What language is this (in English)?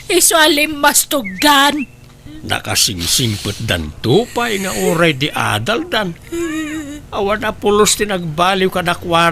Iloko